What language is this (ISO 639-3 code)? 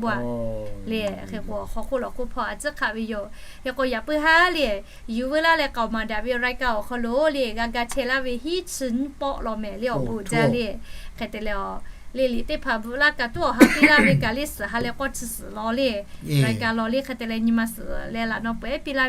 lhu